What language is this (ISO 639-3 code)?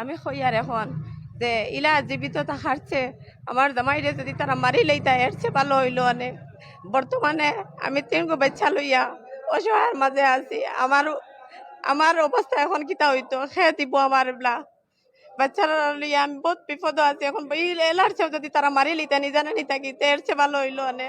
syl